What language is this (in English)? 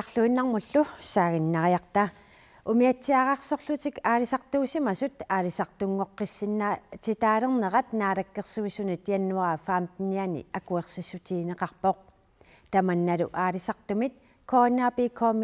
Kalaallisut